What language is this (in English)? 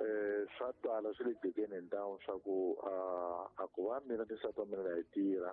Tsonga